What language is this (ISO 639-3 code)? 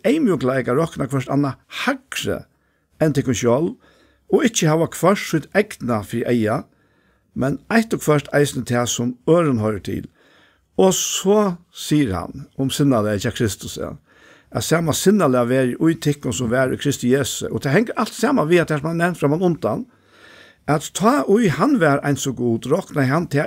fao